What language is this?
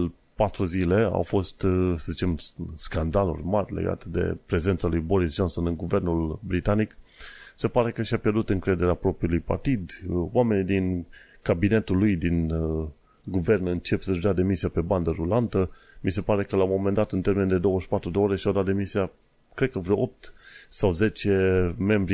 Romanian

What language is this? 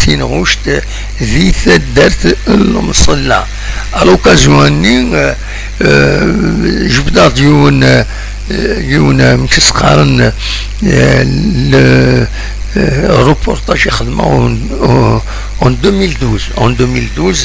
Kabyle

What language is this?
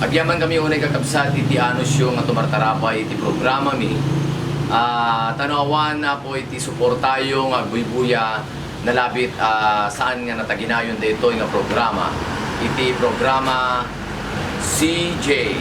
Iloko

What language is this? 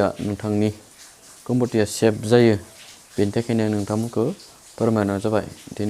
Bodo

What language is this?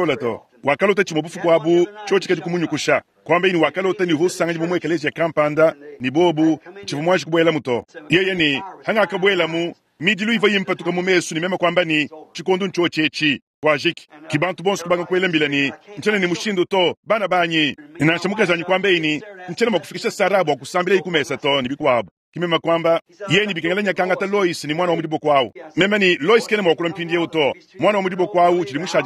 Luba-Lulua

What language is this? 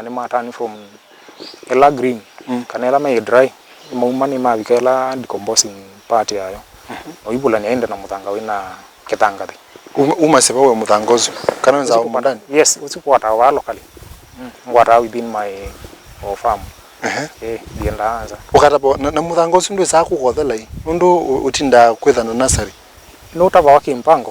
Kamba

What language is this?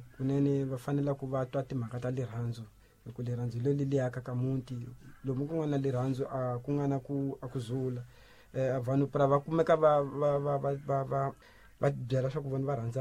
Tsonga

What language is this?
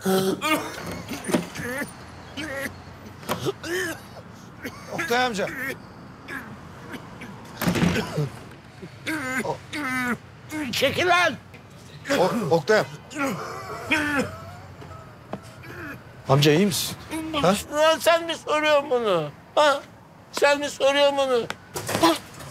Turkish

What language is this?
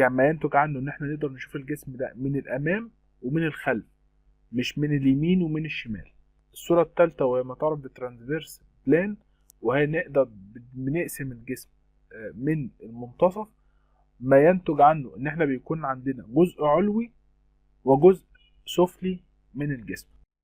Egyptian Arabic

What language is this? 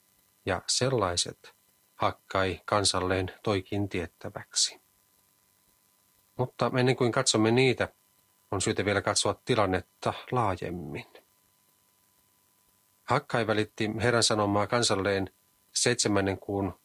Finnish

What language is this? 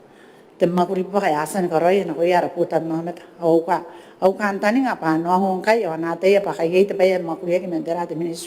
Gilbertese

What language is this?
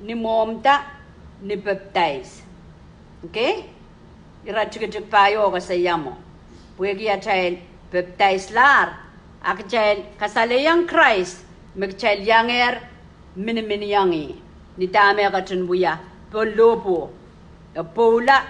Pohnpeian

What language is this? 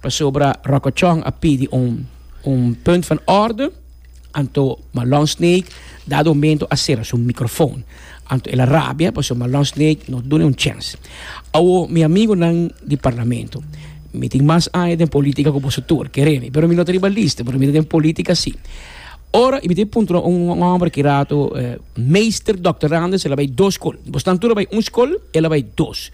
Papiamento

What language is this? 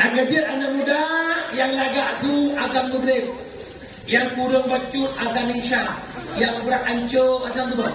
Achinese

